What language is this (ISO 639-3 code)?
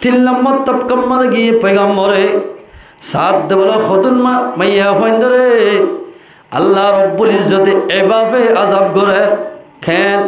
rhg